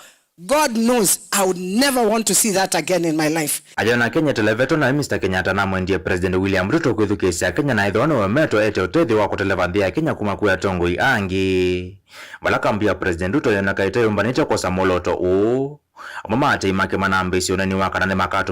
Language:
Kamba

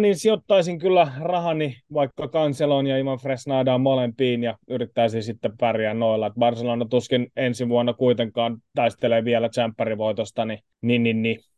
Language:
Finnish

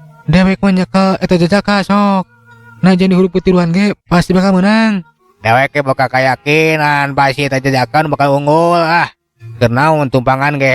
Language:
Sundanese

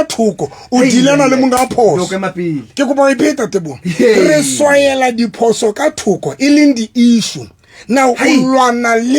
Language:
Southern Sotho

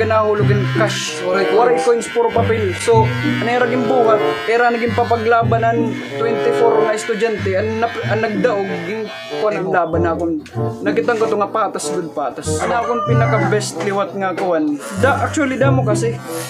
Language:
Waray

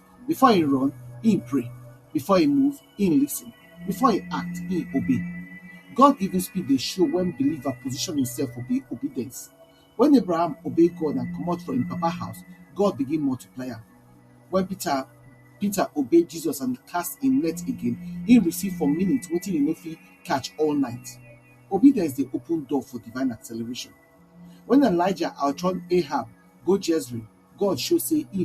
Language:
Nigerian Pidgin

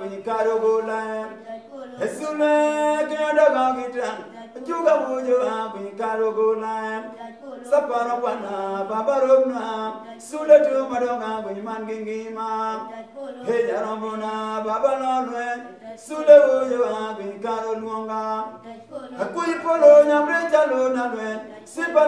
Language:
Luo (Kenya and Tanzania)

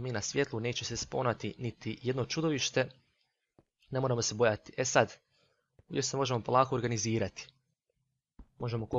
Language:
Croatian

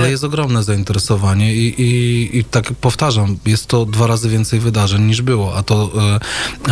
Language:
Polish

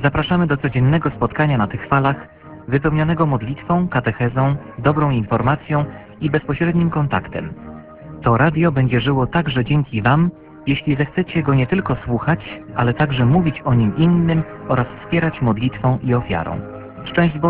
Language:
Polish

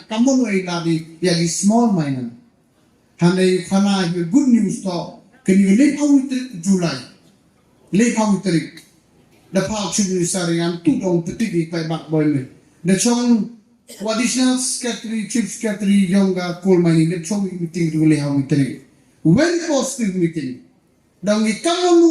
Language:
Khasi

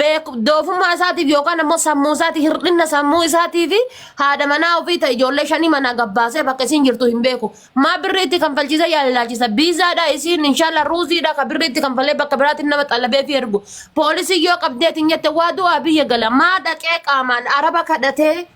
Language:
Oromo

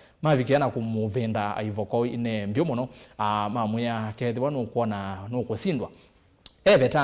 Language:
Kamba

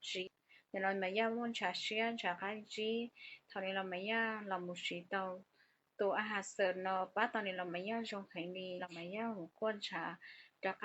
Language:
Hmong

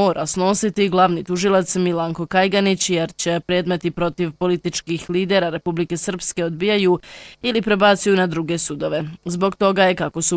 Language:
Bosnian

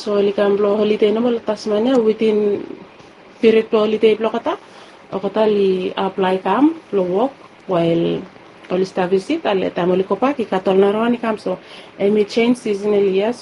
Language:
Bislama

